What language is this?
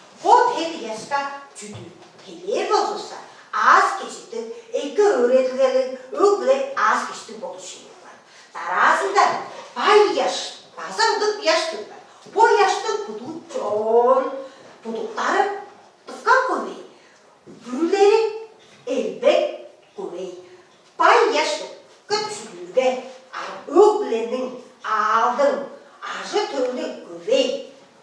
Tuvinian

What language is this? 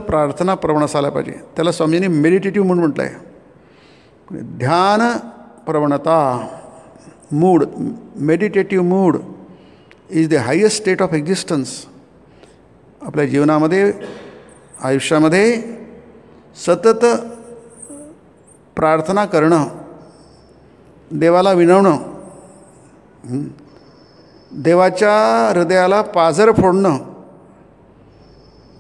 Marathi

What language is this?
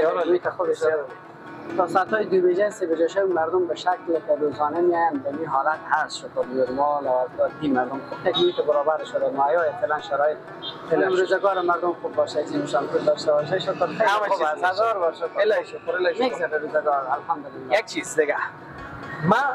Persian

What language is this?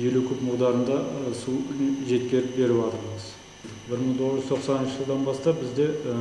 Kara-Kalpak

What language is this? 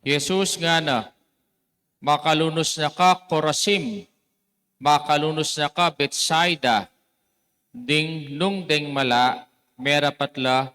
Pampanga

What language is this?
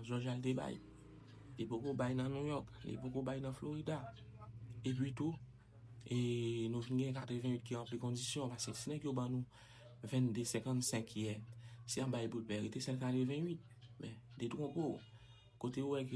Haitian Creole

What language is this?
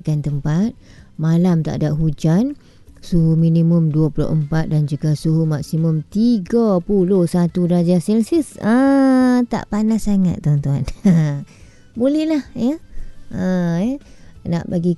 Malay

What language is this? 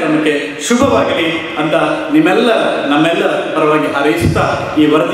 Kannada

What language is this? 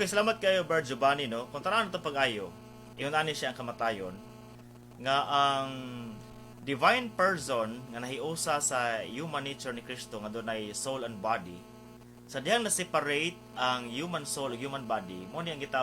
Cebuano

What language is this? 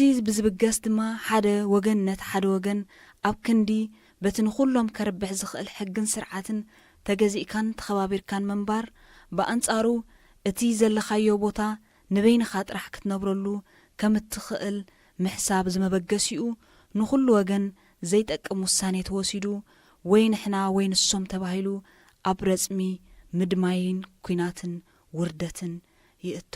Tigrinya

